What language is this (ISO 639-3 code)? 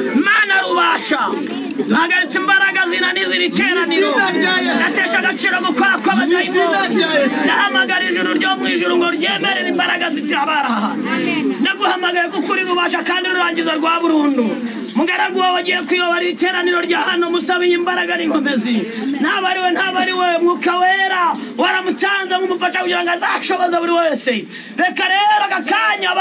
kin